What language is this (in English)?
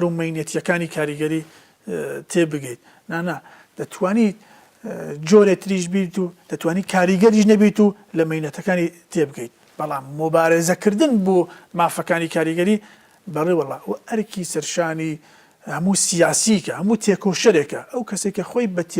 Central Kurdish